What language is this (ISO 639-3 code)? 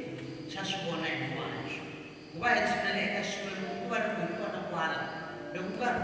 tso